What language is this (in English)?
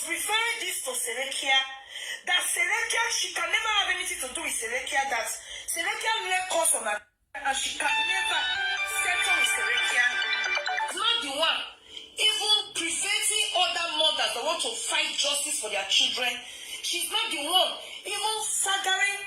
Nigerian Pidgin